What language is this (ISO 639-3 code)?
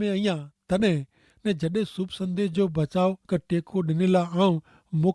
kfr